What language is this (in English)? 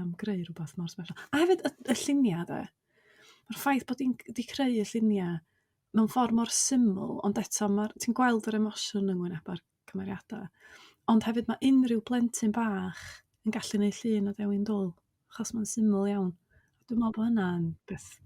Welsh